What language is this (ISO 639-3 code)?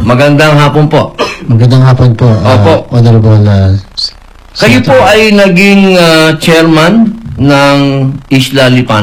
fil